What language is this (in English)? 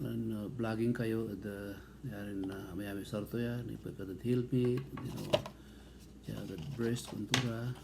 Pangasinan